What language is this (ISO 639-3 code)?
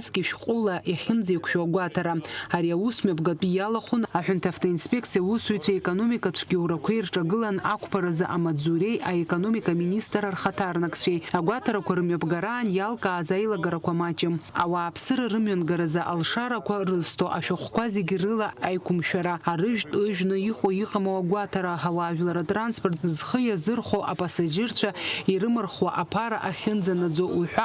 abk